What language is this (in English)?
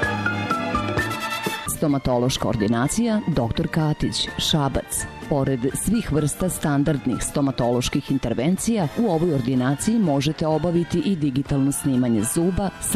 Serbian